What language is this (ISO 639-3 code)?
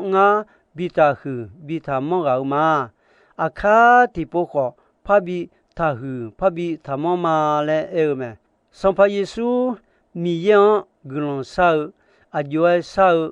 ahk